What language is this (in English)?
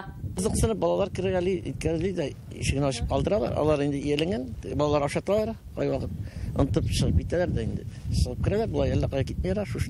Tatar